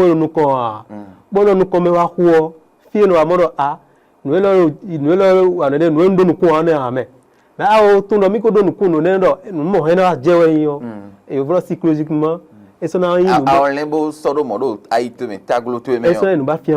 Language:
Fon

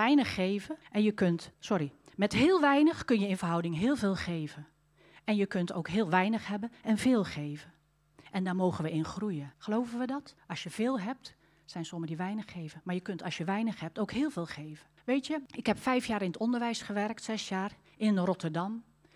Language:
Dutch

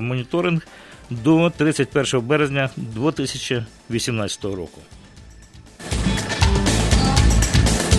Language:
Ukrainian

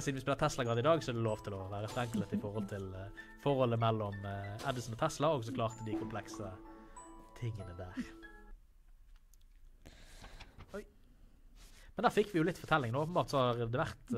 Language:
Norwegian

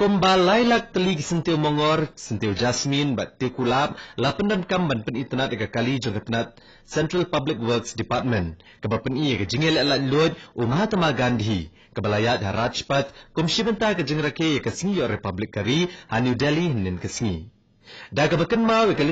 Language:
Khasi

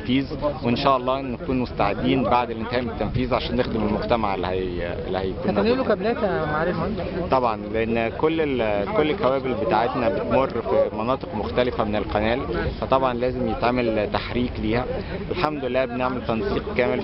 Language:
Egyptian Arabic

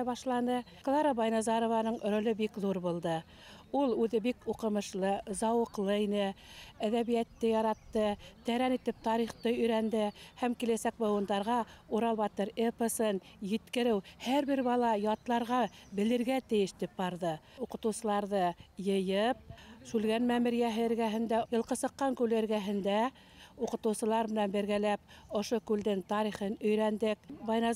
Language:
Bashkir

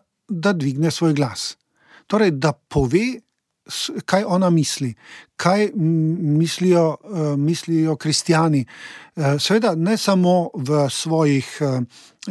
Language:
Slovenian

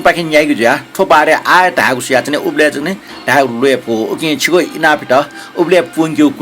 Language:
Newari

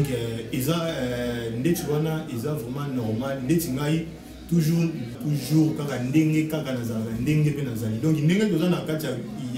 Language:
Lingala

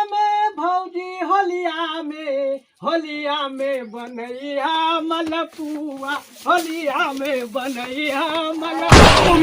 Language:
Magahi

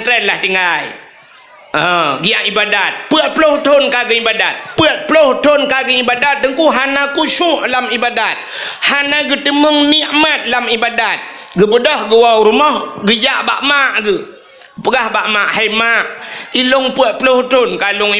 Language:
Achinese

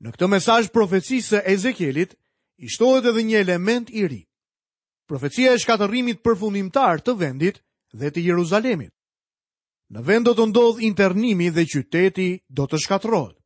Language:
Albanian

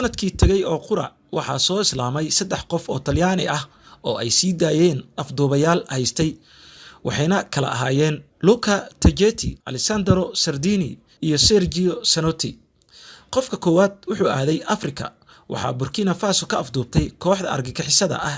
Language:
Somali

